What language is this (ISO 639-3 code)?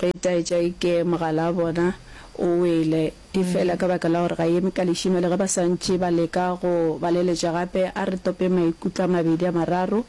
nso